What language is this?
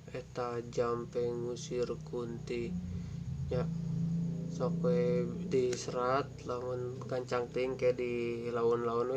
Sundanese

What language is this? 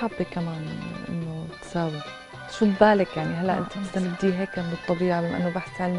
North Levantine Arabic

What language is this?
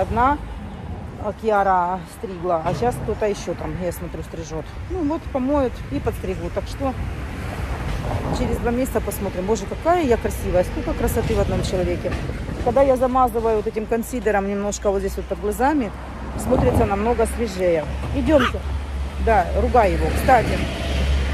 Russian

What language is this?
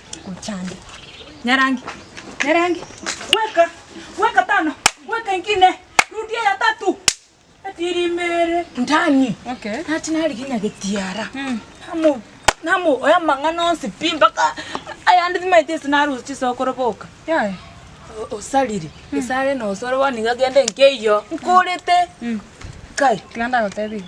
Gusii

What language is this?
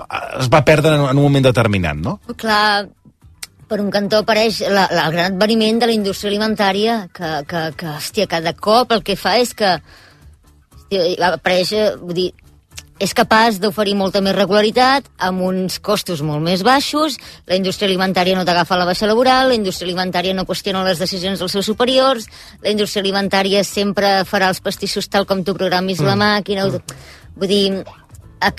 Catalan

